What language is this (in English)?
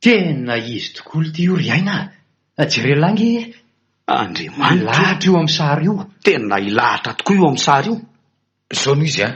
Malagasy